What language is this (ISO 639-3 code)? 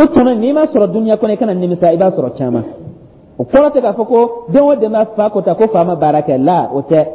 dyu